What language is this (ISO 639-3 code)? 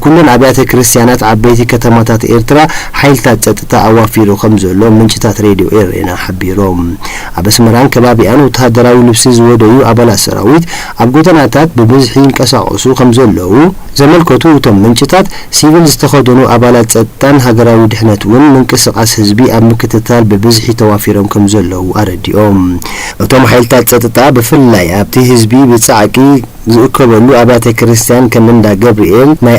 tir